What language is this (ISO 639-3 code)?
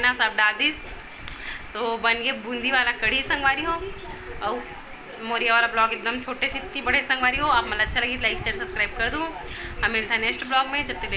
hne